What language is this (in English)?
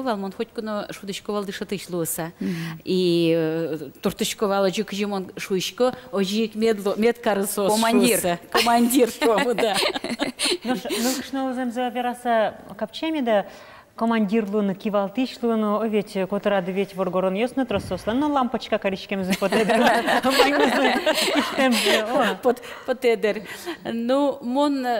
Udmurt